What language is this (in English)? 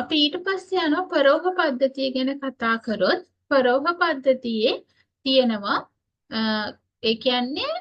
Sinhala